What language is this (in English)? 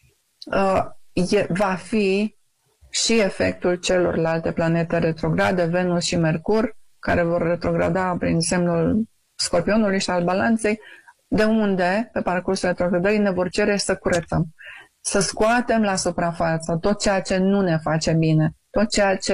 Romanian